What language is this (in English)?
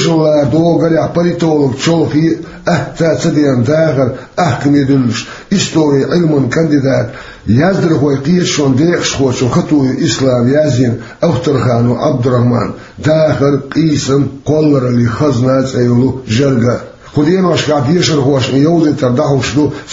Chechen